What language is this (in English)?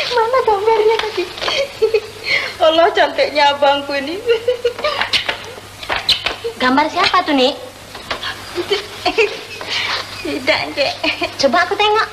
Malay